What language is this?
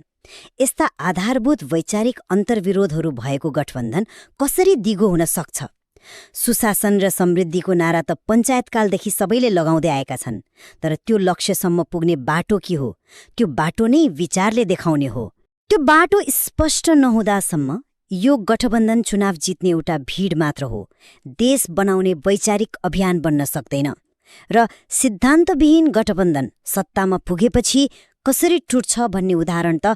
Nepali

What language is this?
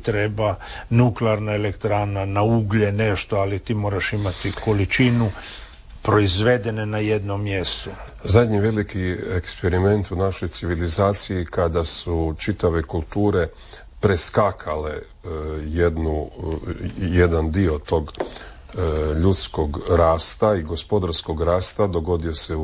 Croatian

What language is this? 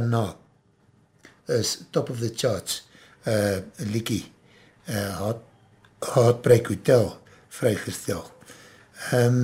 Afrikaans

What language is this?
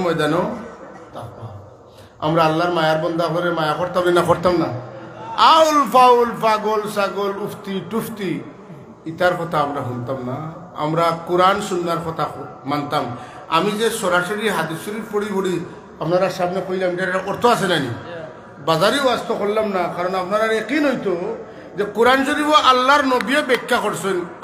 Sylheti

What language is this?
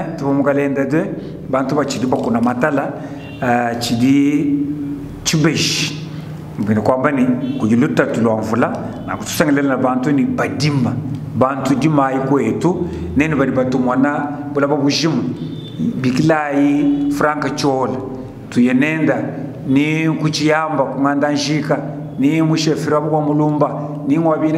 Luba-Lulua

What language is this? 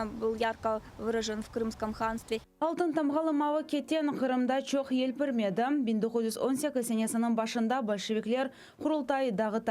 Crimean Tatar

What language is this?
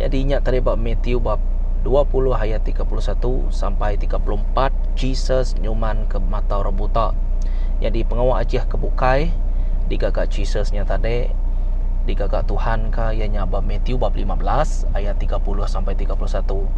Iban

